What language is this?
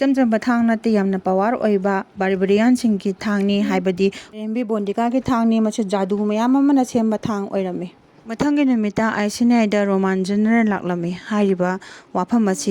Manipuri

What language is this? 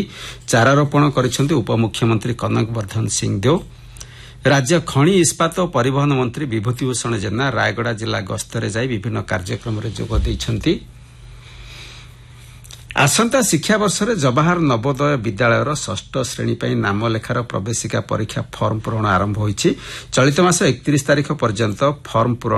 Odia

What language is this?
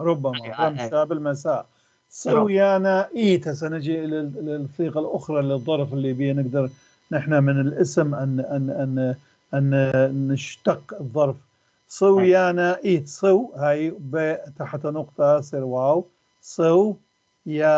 North Levantine Arabic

